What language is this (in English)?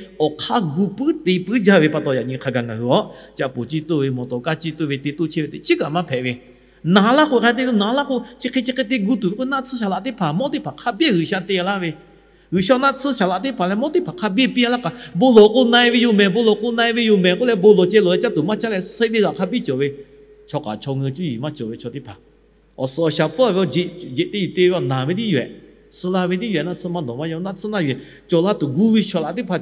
Lahu